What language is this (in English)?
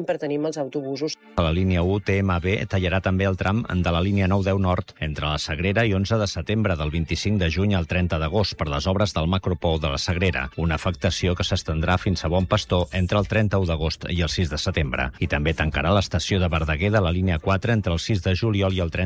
Catalan